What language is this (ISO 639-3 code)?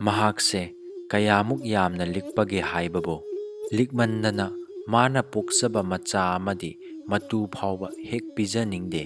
mni